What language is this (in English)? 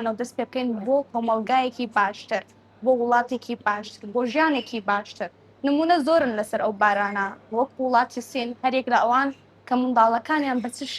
Central Kurdish